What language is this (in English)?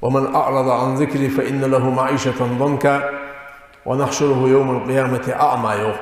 Ingush